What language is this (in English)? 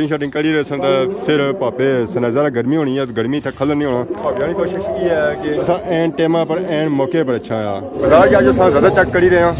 Pahari-Potwari